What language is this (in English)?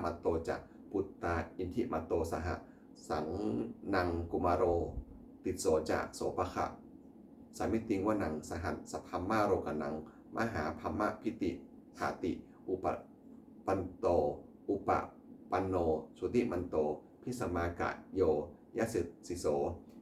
Pali